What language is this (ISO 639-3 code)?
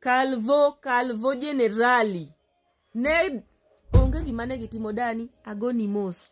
luo